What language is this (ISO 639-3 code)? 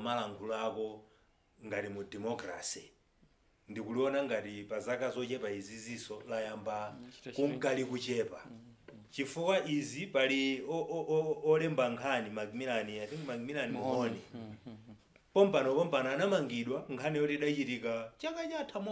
nya